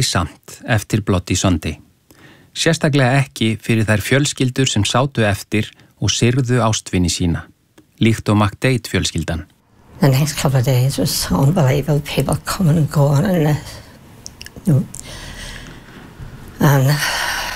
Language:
Icelandic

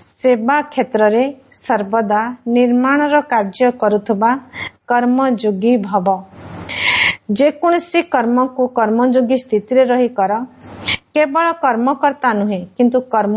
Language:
Odia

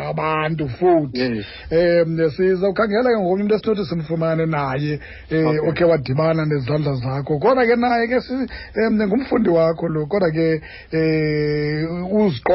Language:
Xhosa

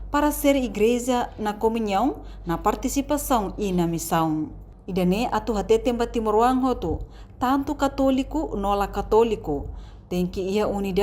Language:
Tetum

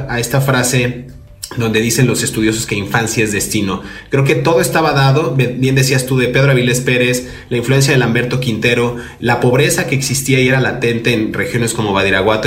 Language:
Spanish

